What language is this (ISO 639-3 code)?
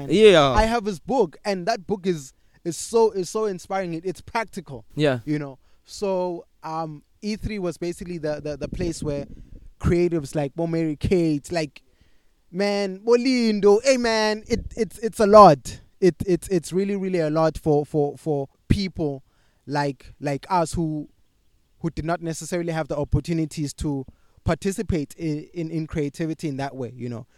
eng